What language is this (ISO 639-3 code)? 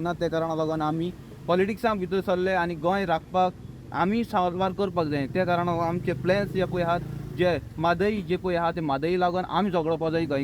kok